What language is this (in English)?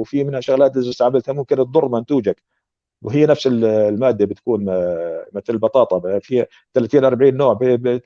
North Levantine Arabic